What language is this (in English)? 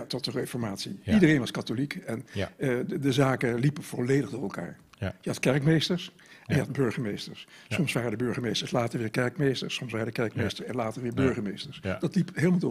Dutch